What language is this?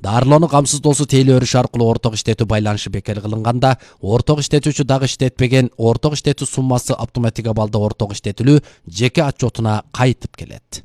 Kyrgyz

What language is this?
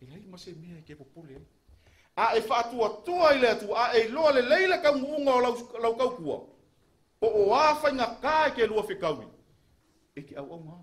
Samoan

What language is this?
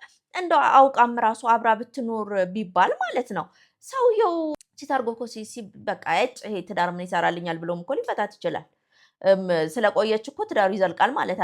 Amharic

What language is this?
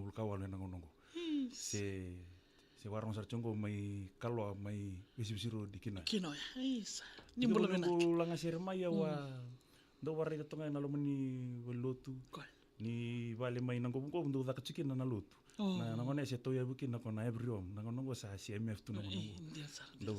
Fijian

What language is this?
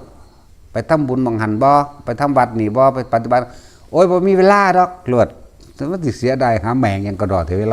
Northeastern Thai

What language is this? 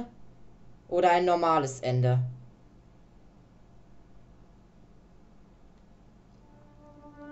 German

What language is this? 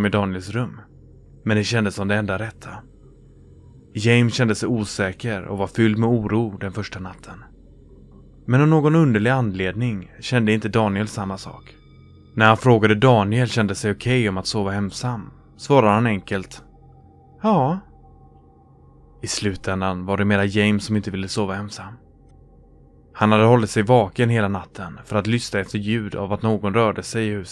Swedish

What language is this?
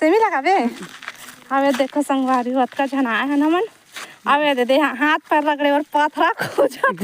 Chhattisgarhi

